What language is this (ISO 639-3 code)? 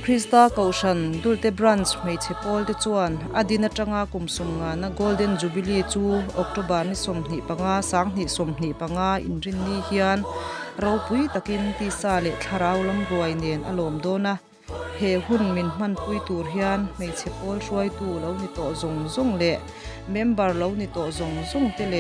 lus